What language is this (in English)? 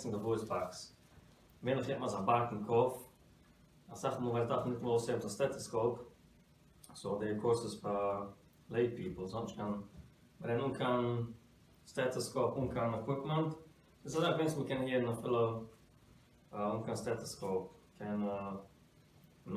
Yiddish